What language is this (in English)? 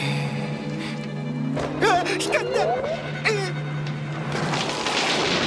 Japanese